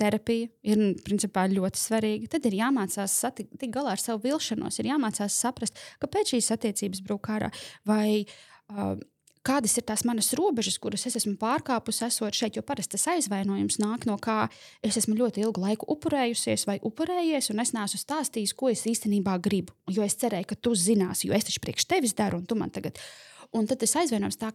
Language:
Latvian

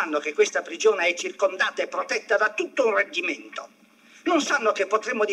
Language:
Italian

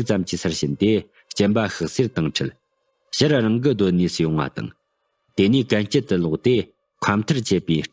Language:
Tibetan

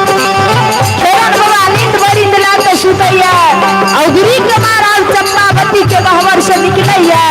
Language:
Maithili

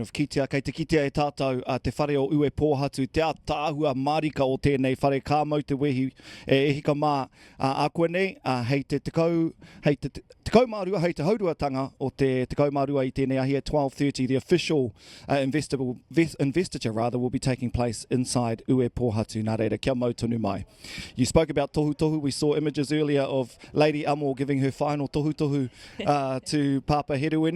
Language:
Māori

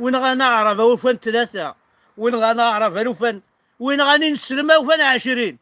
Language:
Kabyle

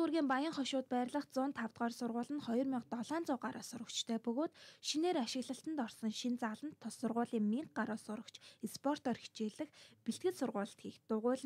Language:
Mongolian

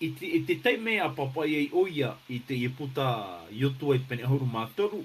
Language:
Tahitian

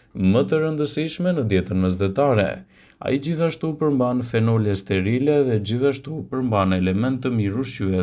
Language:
Albanian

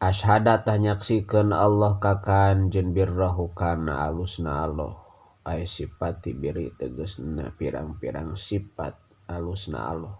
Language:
Sundanese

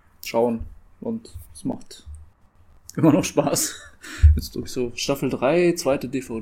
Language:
German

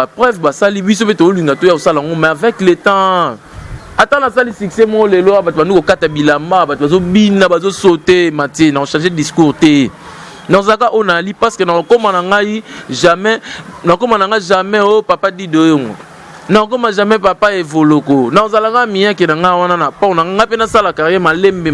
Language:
Lingala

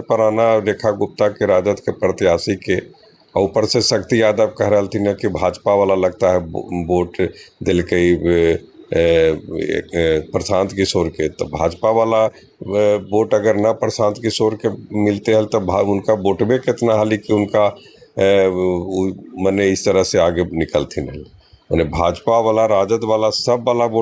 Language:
Magahi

